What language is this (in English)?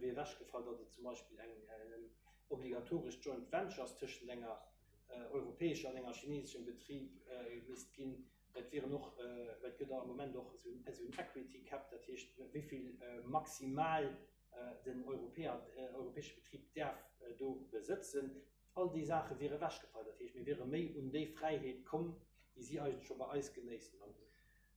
Luxembourgish